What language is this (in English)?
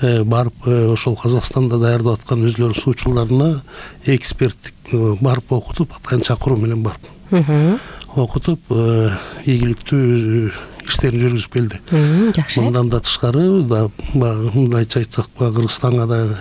Kyrgyz